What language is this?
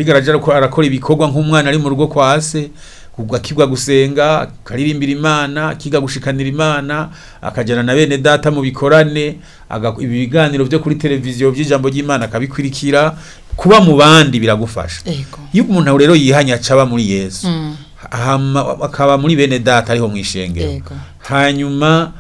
Rundi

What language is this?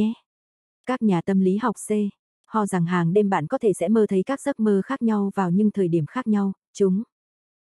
Vietnamese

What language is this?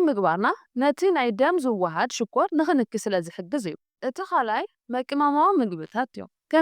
Tigrinya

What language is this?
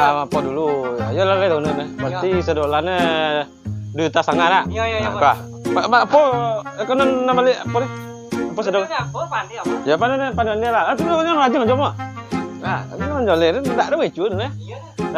Minangkabau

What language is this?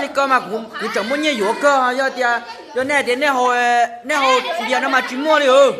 Hmong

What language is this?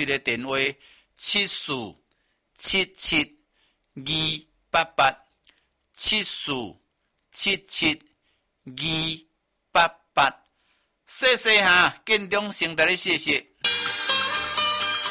Min Nan Chinese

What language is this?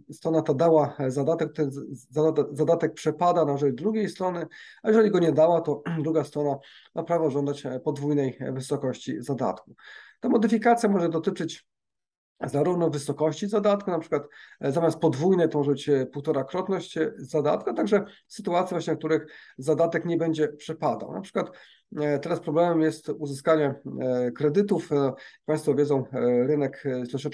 Polish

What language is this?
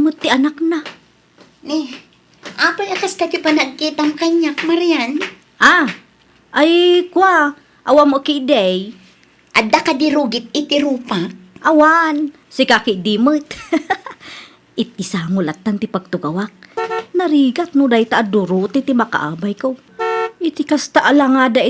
Iloko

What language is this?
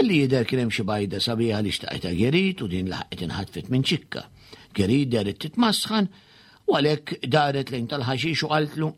Maltese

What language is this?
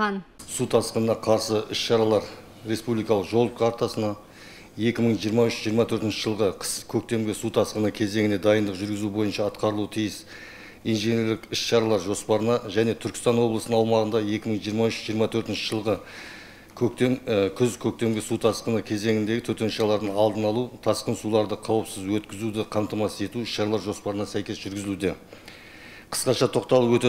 Kazakh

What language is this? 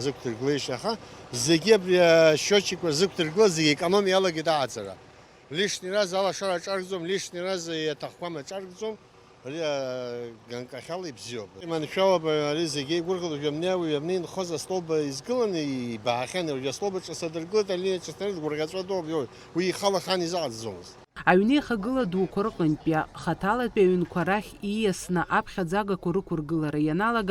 Abkhazian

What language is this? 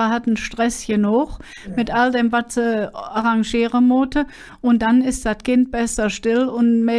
Colognian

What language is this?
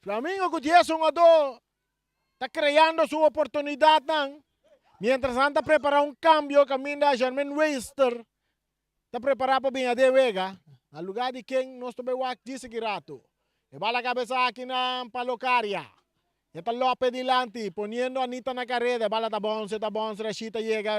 Papiamento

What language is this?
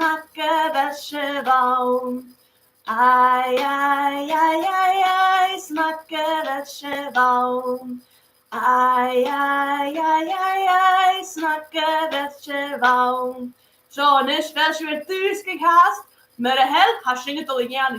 Scottish Gaelic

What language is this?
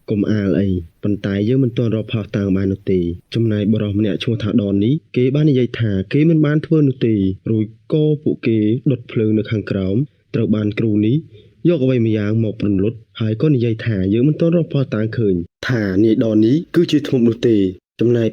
Khmer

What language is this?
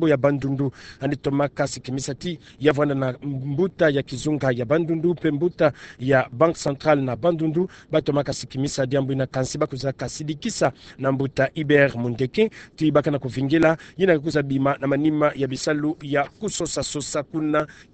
Kituba (Democratic Republic of Congo)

